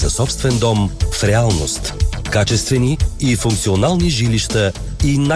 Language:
Bulgarian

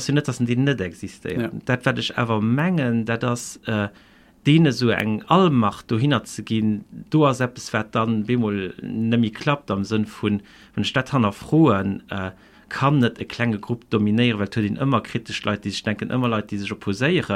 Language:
Luxembourgish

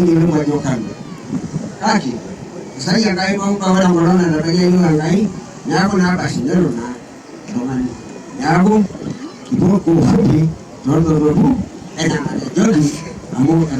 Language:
Masai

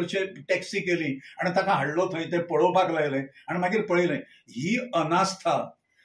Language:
Konkani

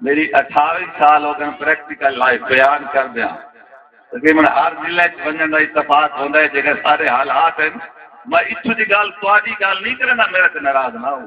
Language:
Saraiki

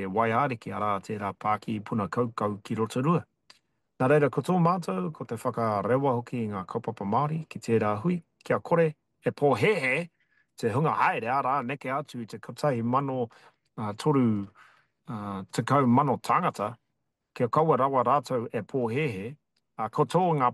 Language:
Māori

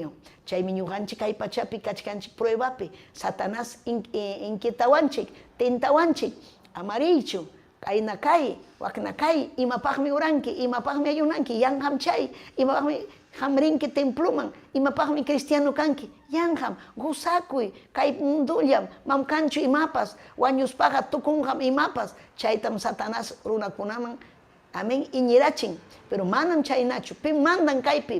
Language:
Ayacucho Quechua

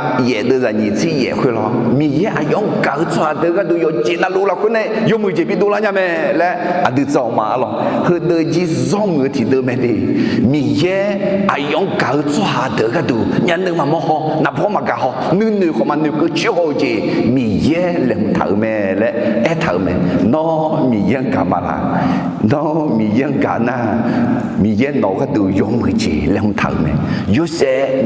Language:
Akha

